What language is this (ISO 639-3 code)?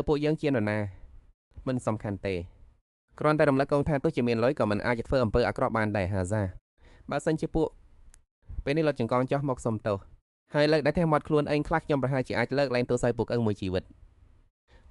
khm